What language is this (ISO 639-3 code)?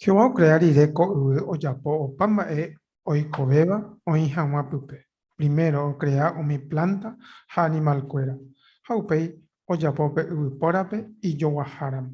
grn